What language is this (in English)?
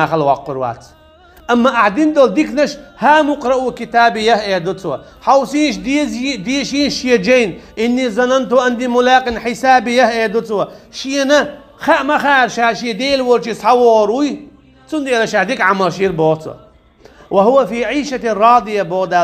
Chechen